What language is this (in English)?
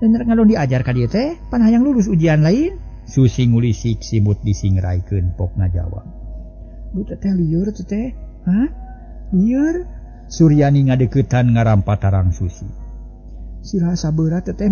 Sundanese